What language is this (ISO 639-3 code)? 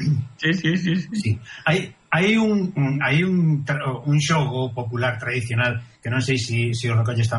glg